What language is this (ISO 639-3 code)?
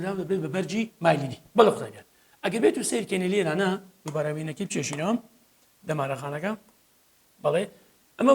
ckb